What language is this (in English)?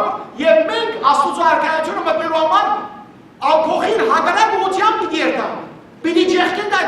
Western Armenian